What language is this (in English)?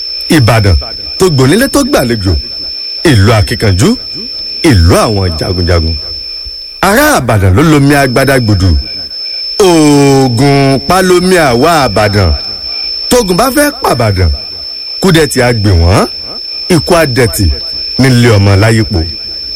Yoruba